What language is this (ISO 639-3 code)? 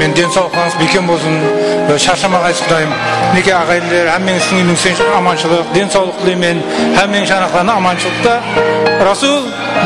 kaa